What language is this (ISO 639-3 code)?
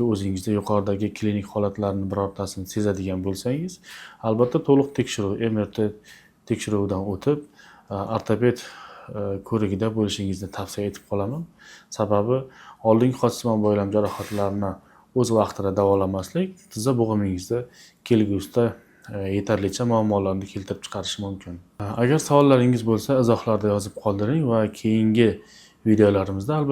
uzb